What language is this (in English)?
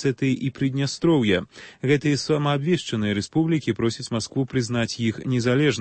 Belarusian